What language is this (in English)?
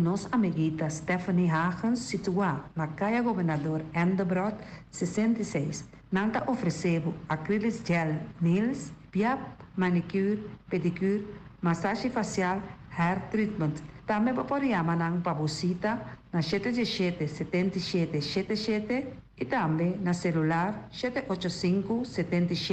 Papiamento